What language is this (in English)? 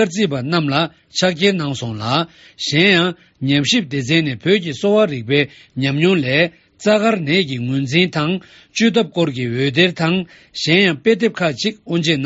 Tibetan